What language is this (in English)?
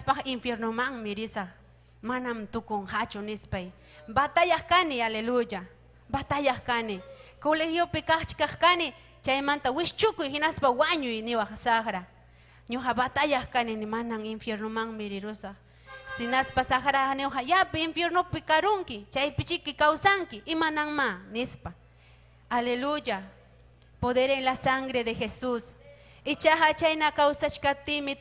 Ayacucho Quechua